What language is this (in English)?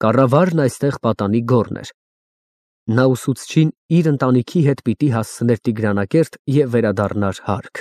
Armenian